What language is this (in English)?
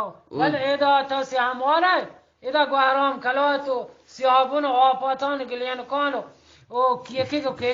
Eastern Balochi